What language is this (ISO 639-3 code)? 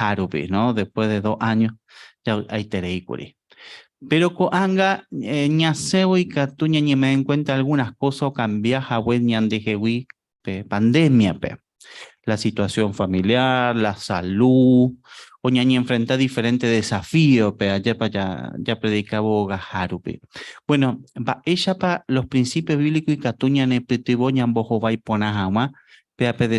grn